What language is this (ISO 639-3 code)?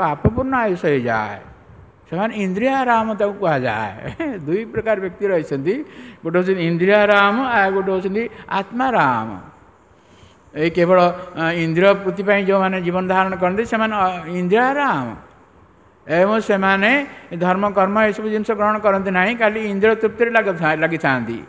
ori